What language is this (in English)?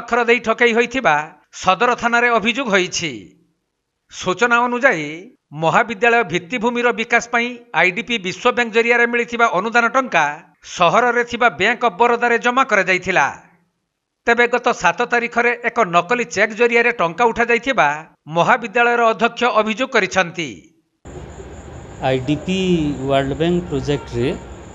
Odia